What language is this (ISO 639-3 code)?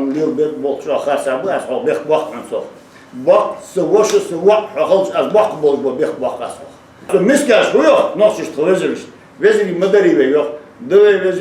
inh